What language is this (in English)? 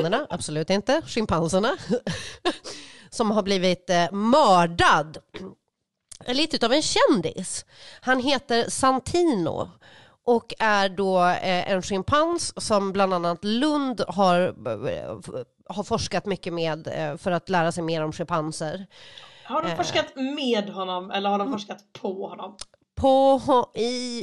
Swedish